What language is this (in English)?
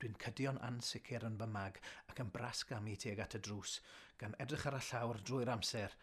Welsh